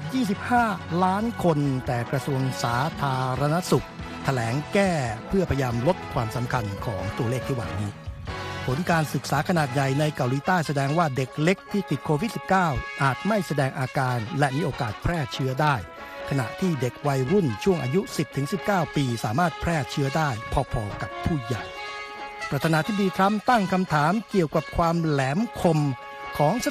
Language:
Thai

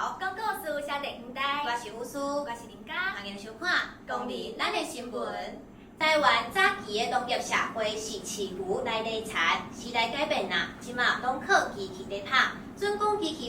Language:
Min Nan Chinese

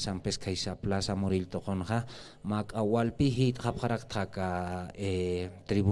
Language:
Aymara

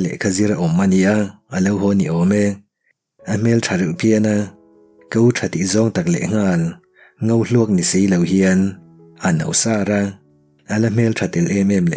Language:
Mizo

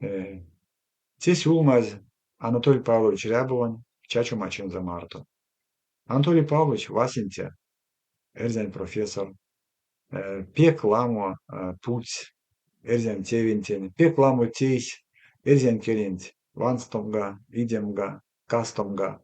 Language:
Erzya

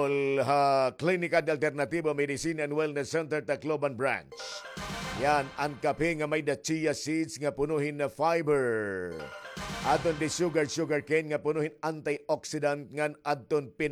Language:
Waray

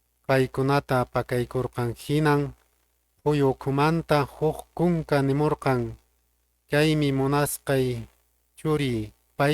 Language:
Quechua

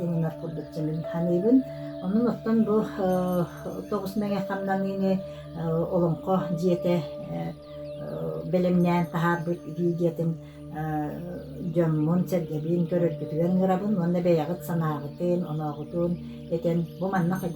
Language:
Yakut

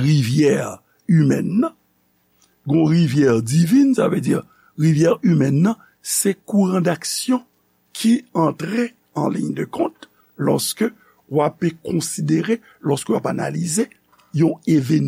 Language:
Haitian Creole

